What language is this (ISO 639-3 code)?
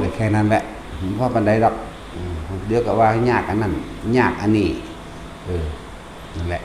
tts